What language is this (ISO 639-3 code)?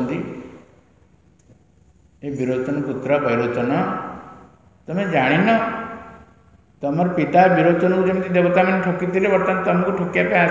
ori